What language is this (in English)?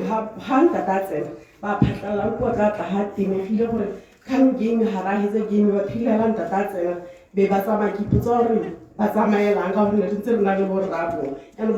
Tswana